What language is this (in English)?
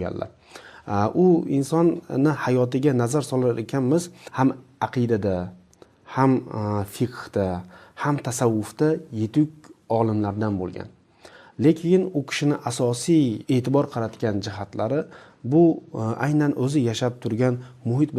Uzbek